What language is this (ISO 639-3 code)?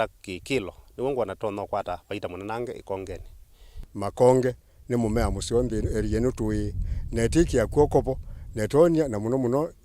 kam